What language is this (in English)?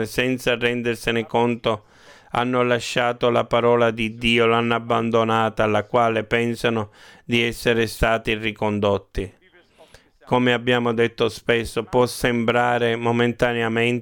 Italian